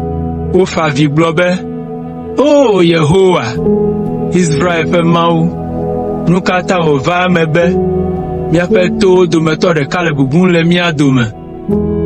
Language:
Ewe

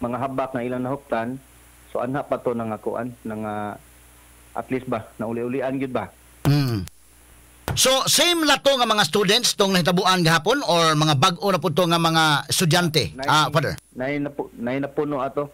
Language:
Cebuano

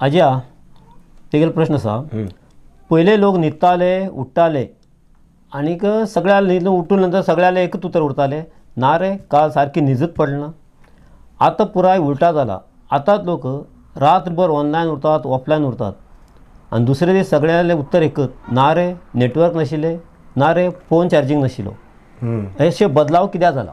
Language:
Konkani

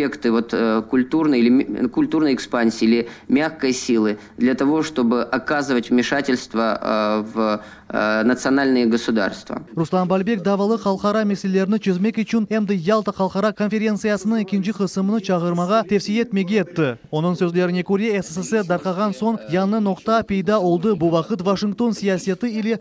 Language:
Crimean Tatar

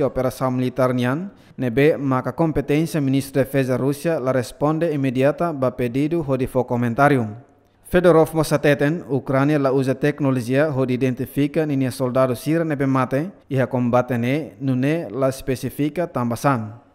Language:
Tetum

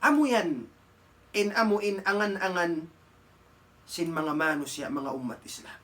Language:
Tausug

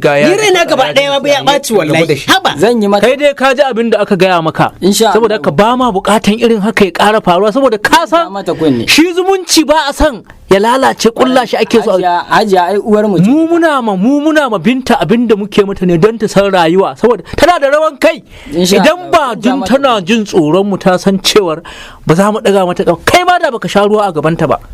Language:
Hausa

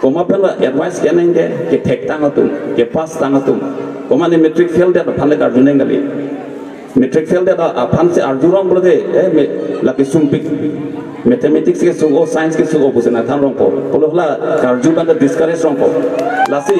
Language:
Karbi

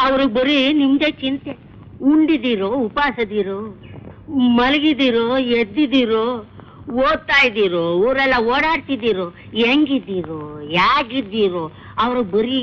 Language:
Kannada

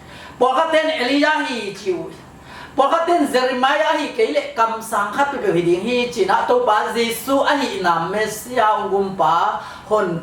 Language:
Tedim Chin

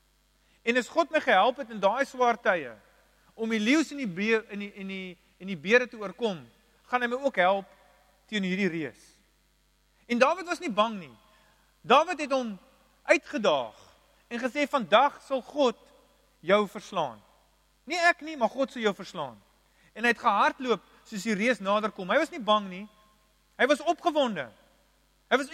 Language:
Afrikaans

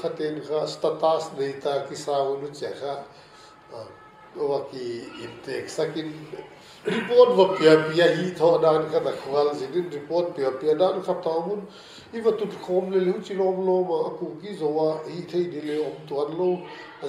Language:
Paite Chin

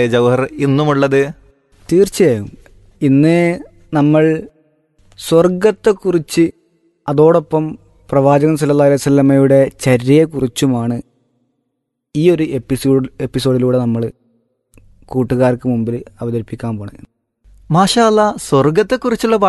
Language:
Malayalam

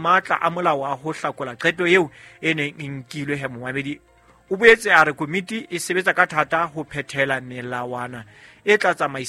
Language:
Southern Sotho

